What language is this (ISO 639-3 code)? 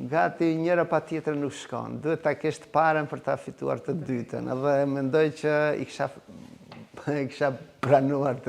sqi